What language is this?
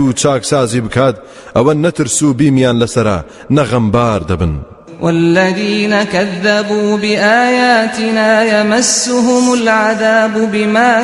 Central Kurdish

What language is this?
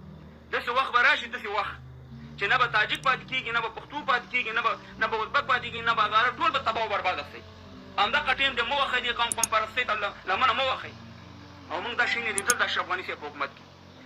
Pashto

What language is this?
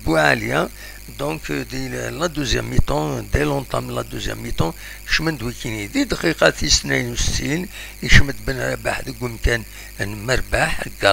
Kabyle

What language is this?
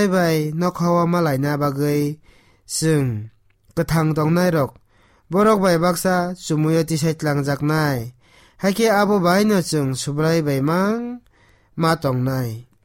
Kok Borok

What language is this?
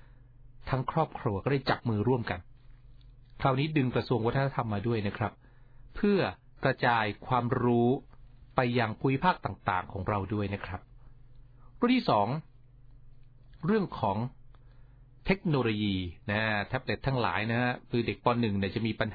Thai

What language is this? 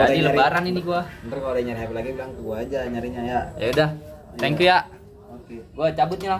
Betawi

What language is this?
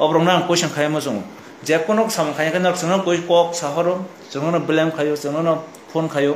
Kok Borok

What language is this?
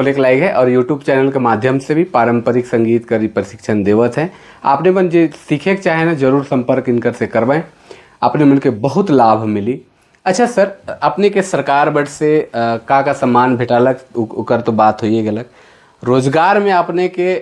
Sadri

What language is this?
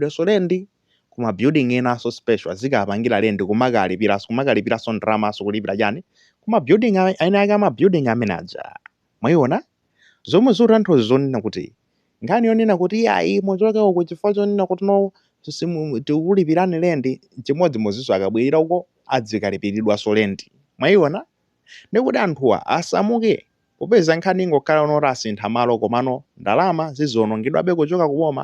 Nyanja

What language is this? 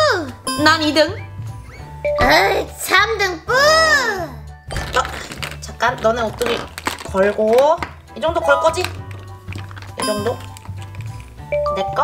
Korean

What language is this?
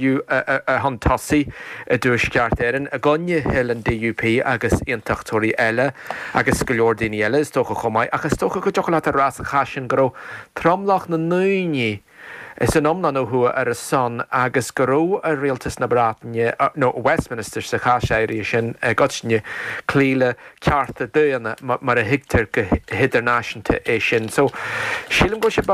Irish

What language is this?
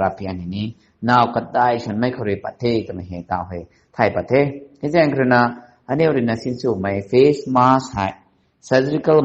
Rongmei Naga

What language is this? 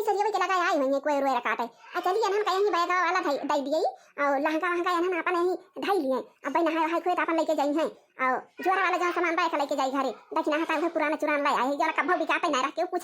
Awadhi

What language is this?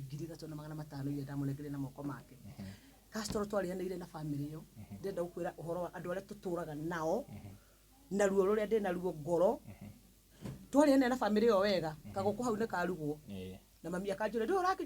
Kikuyu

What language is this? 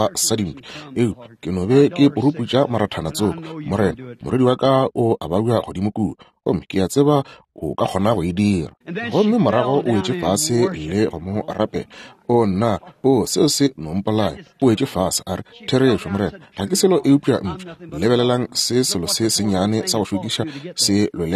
Northern Sotho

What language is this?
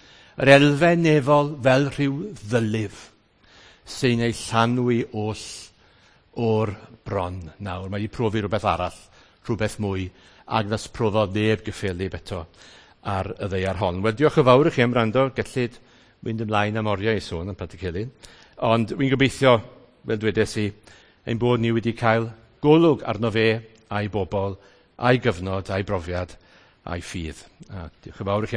Welsh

